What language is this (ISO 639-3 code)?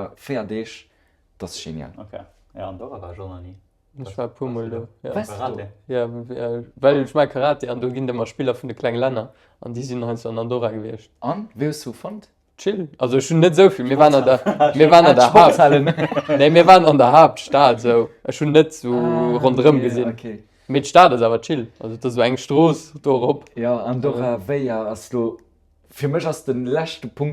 ltz